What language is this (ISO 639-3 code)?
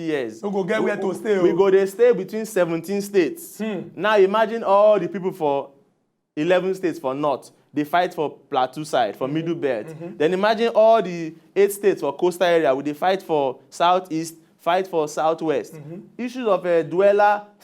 pcm